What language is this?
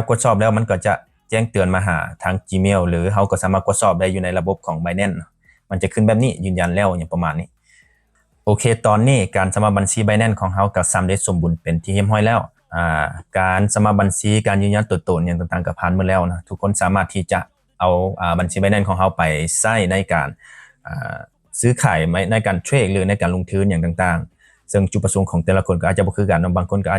Lao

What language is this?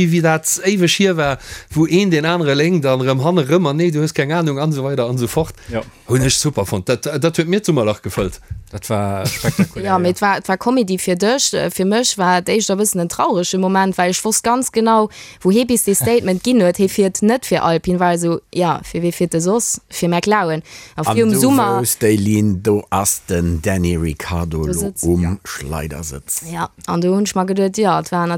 Luxembourgish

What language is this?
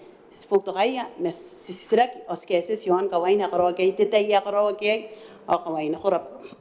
Gilbertese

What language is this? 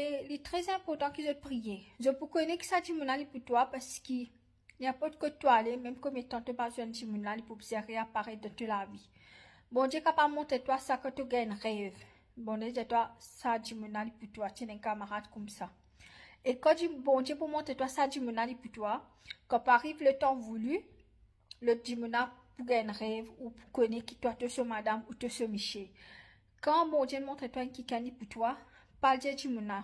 Morisyen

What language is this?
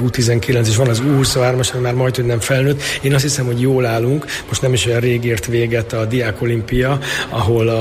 Hungarian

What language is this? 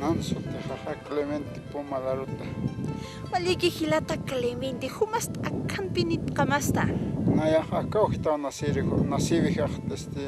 Aymara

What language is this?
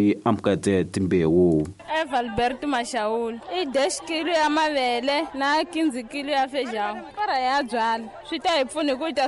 Tsonga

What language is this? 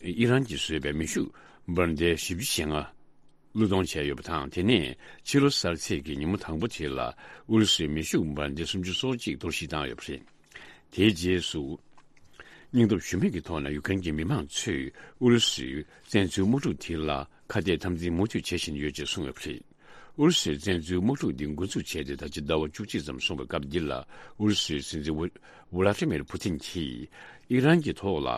Tibetan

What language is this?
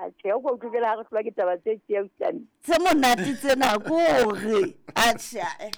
Southern Sotho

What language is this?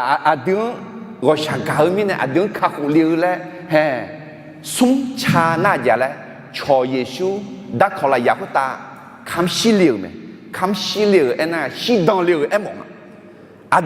Akha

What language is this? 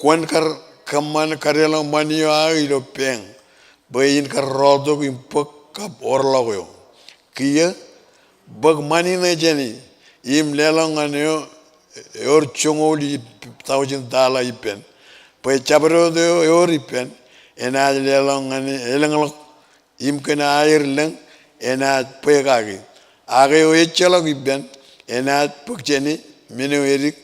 Marshallese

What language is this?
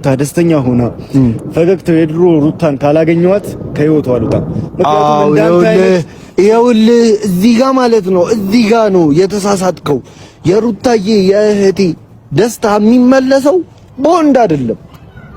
Amharic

